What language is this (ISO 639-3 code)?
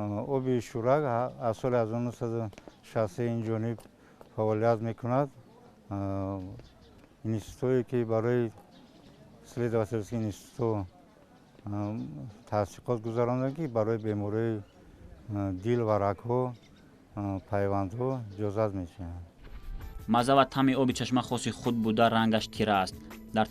tgk